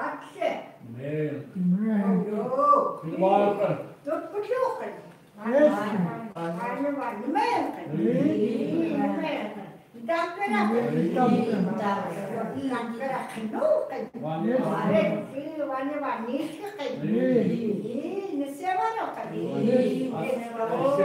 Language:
Chukot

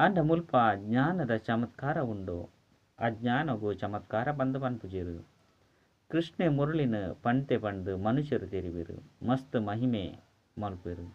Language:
Tulu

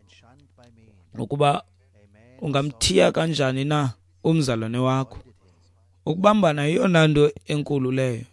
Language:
Xhosa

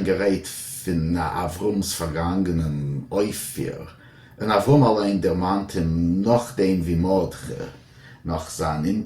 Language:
Yiddish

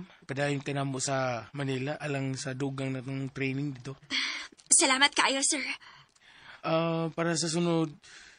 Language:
Cebuano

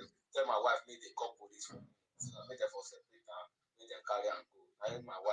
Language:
Nigerian Pidgin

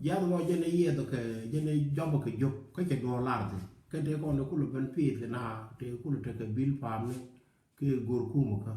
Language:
Nuer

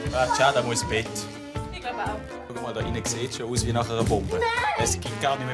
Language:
Swiss German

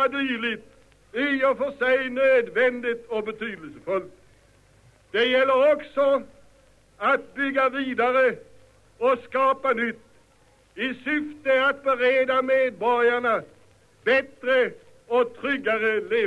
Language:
Swedish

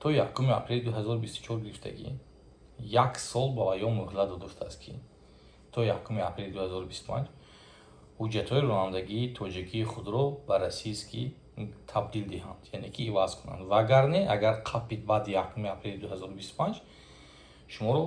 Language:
Tajik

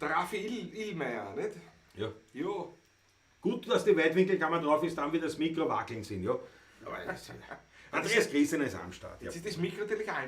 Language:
Bavarian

